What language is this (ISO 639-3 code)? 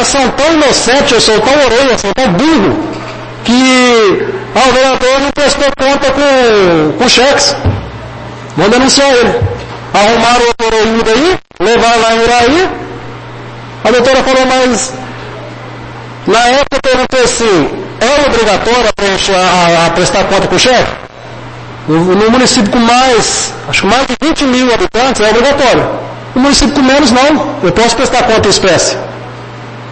por